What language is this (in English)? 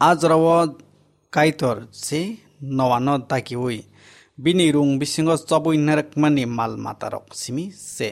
Kok Borok